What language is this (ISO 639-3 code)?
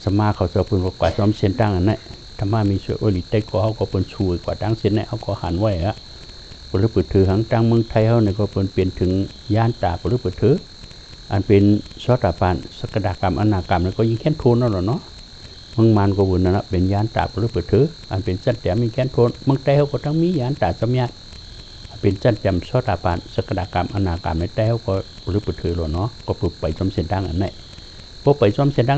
shn